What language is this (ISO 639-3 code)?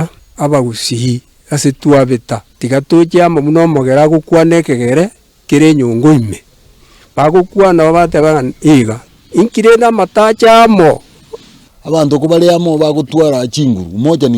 guz